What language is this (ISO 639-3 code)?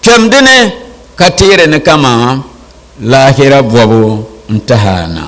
dag